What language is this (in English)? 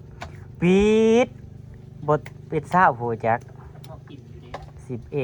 Northeastern Thai